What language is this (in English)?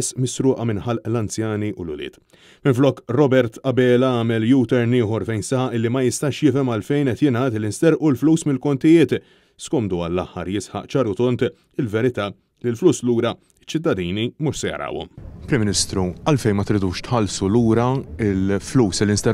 Maltese